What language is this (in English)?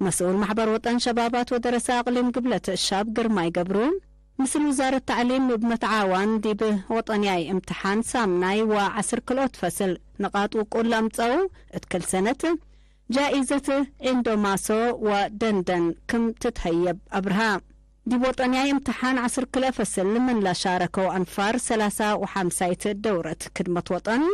Tigre